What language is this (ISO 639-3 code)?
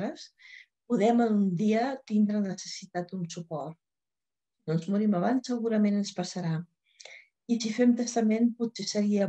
cat